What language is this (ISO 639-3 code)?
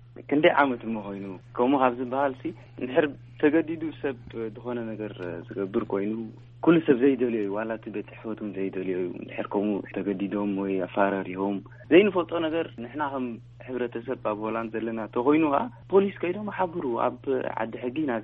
tir